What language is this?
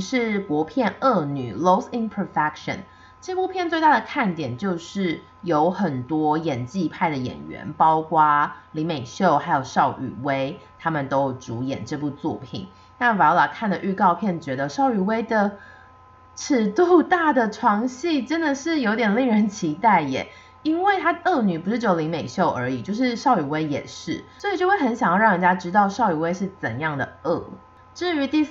Chinese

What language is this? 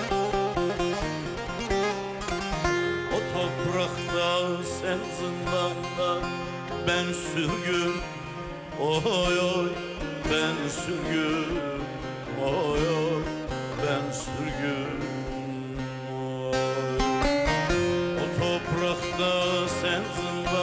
Turkish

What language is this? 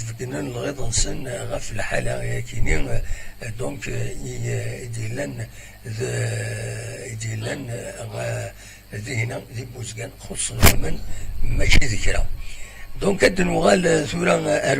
Kabyle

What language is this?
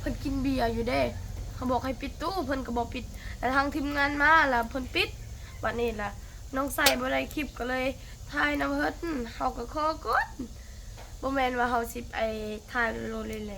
Lao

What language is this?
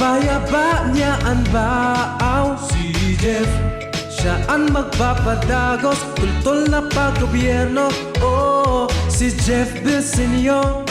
Bikol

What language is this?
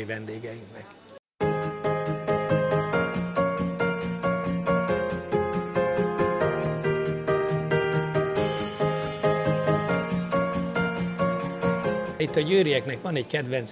Hungarian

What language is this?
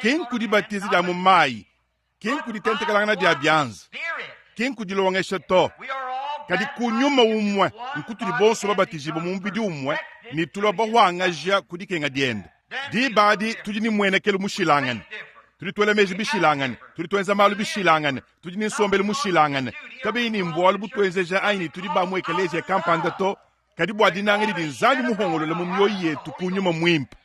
Luba-Lulua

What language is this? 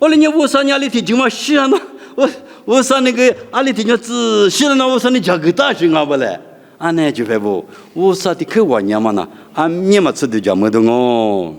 Lisu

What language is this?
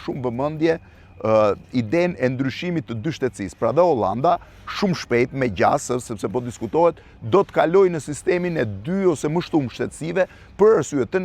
Albanian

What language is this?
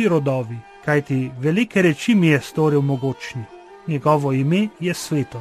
Slovenian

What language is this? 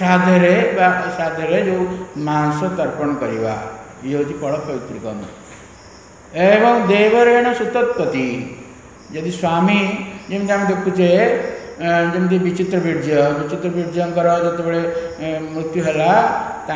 Odia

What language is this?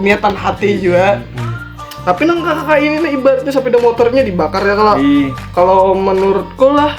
Banjar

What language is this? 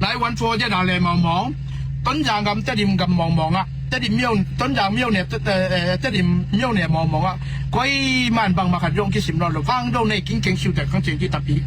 Tedim Chin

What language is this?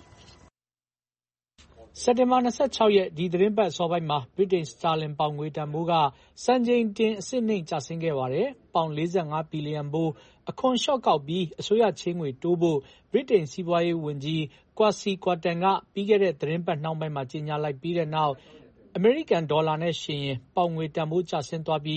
Burmese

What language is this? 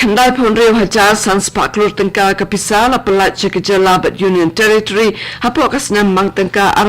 Khasi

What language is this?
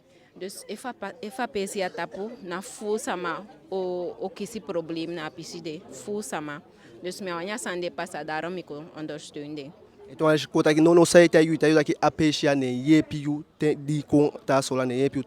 Eastern Maroon Creole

